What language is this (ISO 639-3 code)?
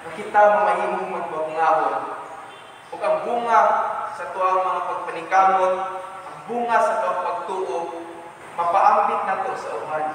ceb